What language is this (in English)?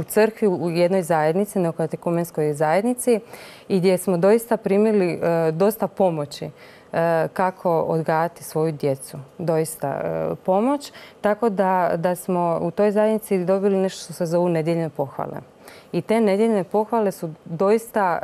Croatian